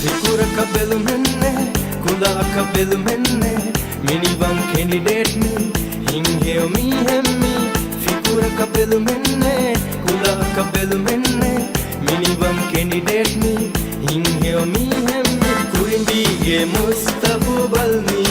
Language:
Divehi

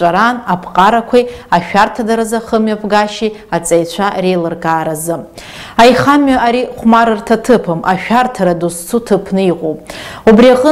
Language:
Abkhazian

